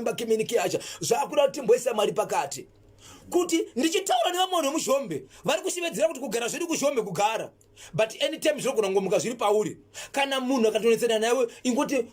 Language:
Shona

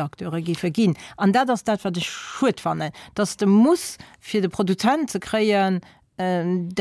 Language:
Luxembourgish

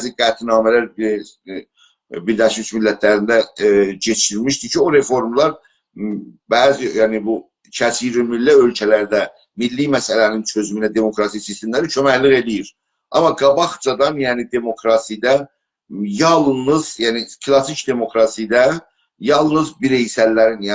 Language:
South Azerbaijani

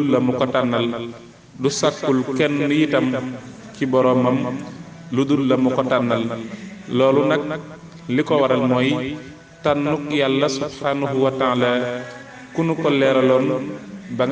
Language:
Wolof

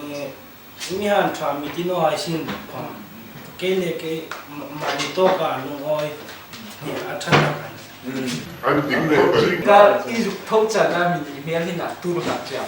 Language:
Hmar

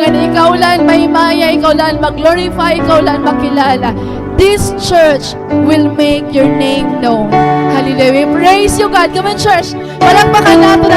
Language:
Waray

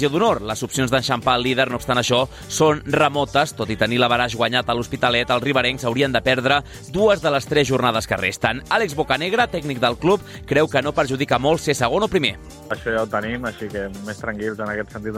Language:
Catalan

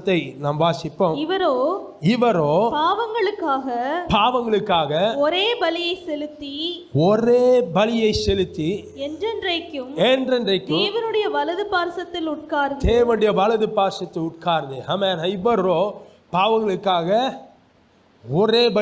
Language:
Tamil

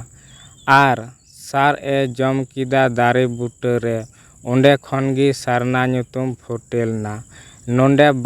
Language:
Santali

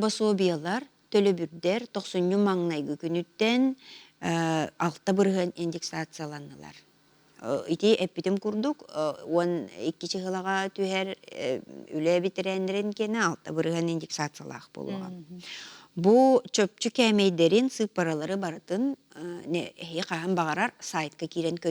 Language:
Yakut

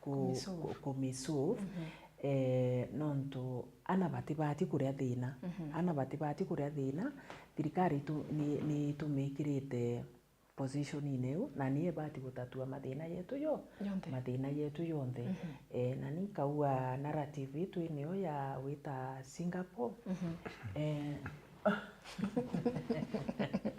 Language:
Meru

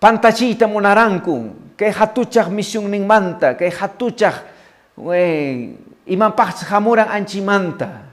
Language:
Quechua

